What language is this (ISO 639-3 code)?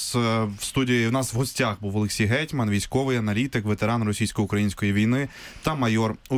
ukr